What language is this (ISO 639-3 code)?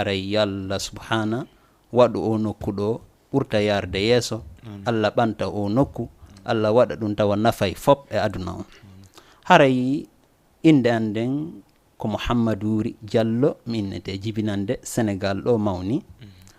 ful